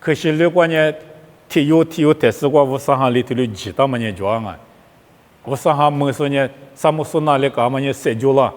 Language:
Lisu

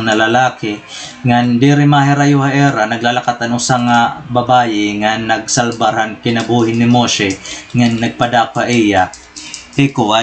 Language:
Waray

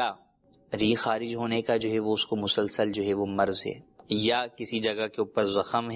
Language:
Urdu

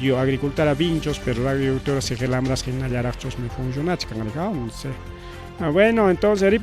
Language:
Ayacucho Quechua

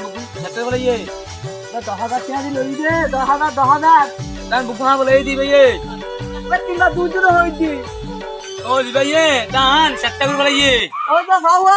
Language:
Rohingya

